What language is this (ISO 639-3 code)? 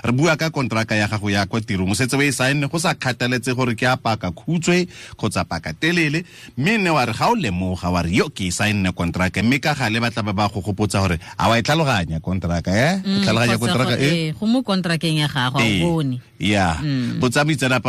tsn